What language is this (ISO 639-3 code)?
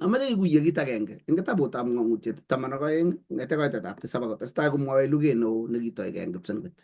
kln